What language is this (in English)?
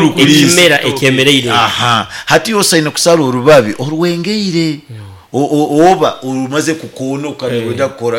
Nyoro